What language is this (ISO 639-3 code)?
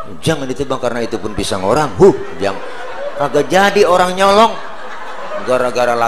bew